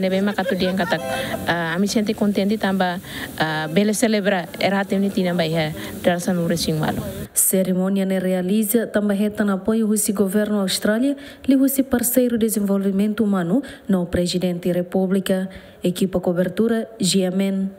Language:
Tetum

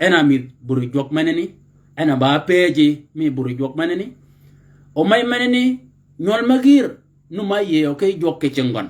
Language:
Shilluk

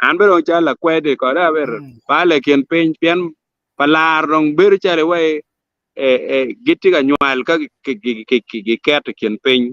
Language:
Acoli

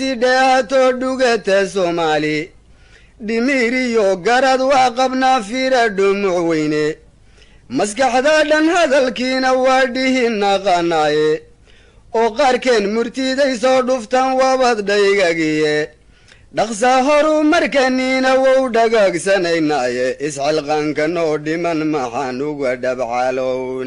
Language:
Somali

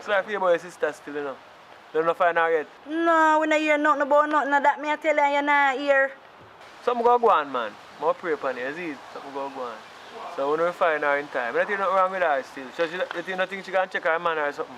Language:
Jamaican Creole English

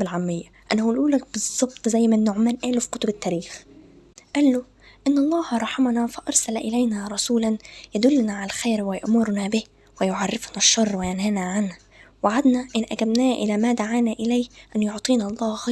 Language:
Egyptian Arabic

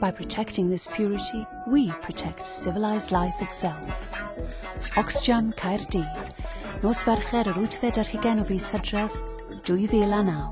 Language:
Welsh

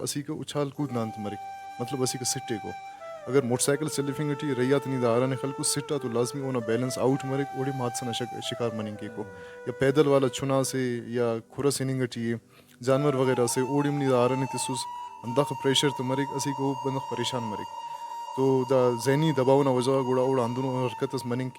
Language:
Brahui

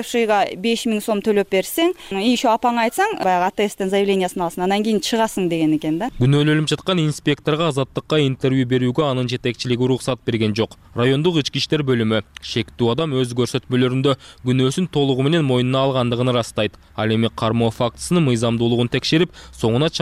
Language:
Kyrgyz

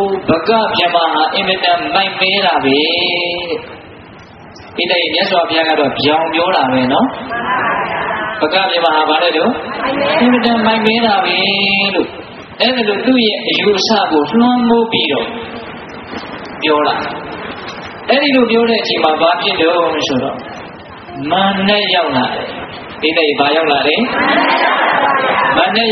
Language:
Burmese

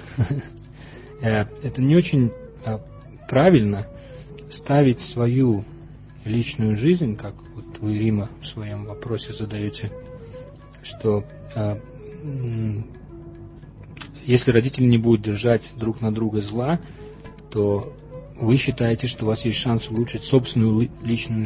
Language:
Russian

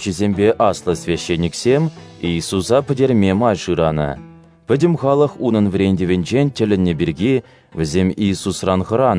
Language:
Chuvash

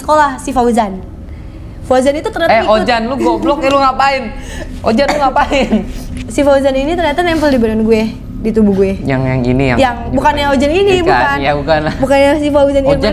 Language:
Indonesian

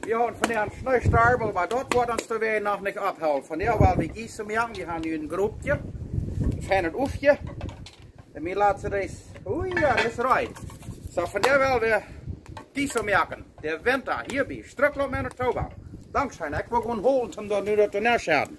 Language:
Plautdietsch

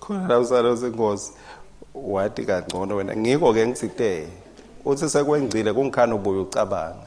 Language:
Swati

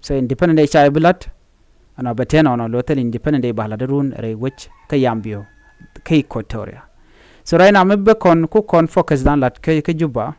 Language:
Nuer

